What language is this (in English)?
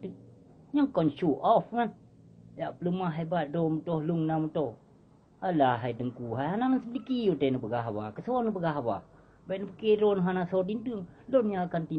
Achinese